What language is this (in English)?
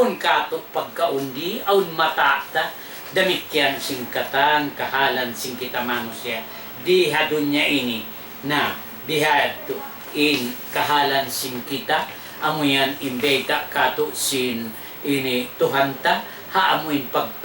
Tausug